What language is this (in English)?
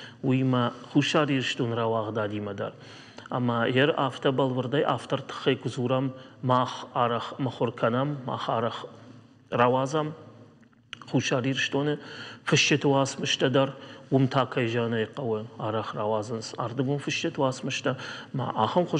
Ossetic